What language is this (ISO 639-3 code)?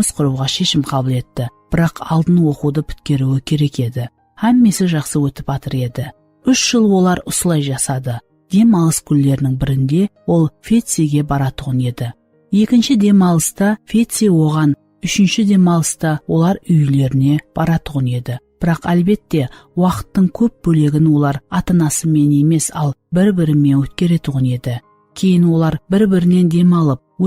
kaa